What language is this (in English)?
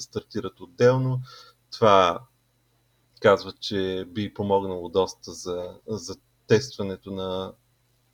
Bulgarian